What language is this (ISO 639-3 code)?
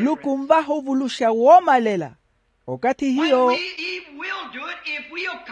vmw